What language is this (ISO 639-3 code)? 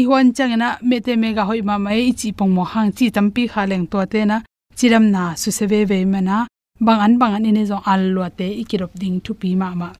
ctd